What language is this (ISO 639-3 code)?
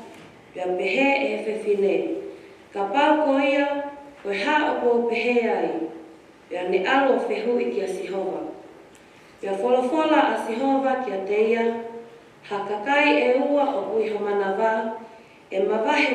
ton